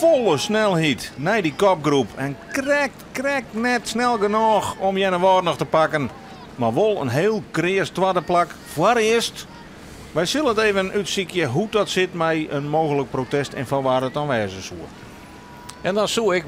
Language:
Western Frisian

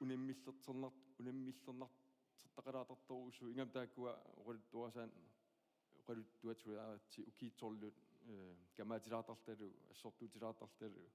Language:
Kalaallisut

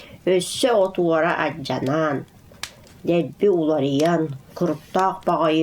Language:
Yakut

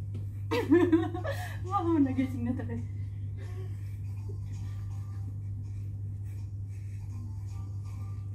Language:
Filipino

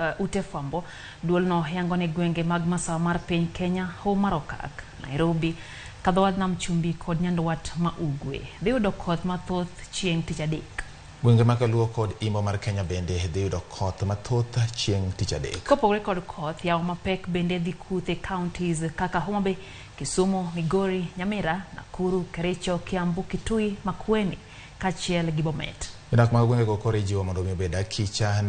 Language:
Luo (Kenya and Tanzania)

